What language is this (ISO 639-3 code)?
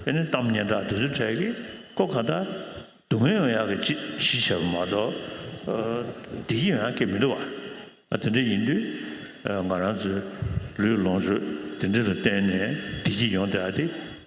bod